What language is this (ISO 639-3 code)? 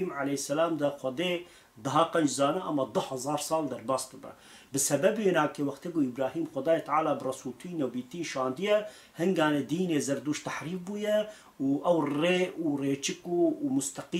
kur